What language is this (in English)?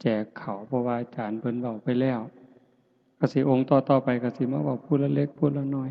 Northeastern Thai